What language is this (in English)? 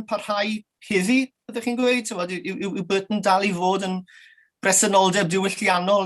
Welsh